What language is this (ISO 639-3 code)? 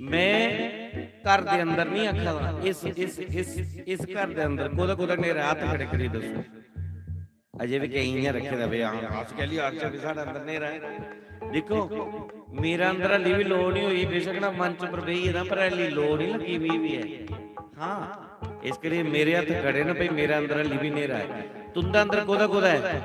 doi